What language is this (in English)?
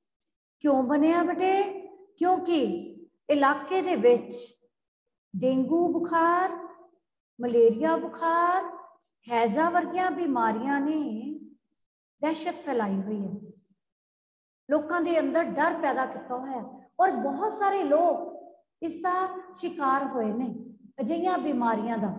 Punjabi